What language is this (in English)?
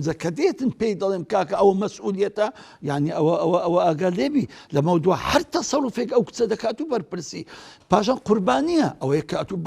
Central Kurdish